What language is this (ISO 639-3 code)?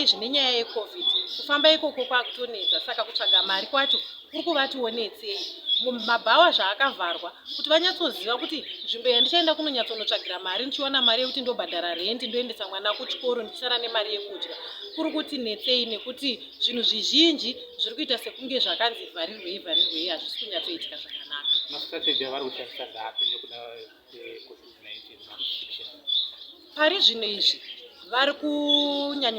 sna